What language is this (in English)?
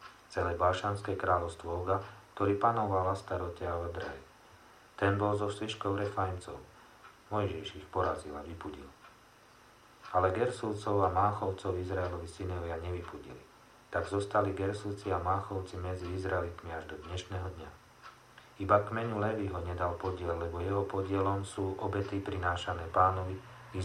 Slovak